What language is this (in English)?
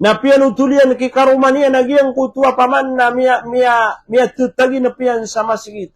Maranao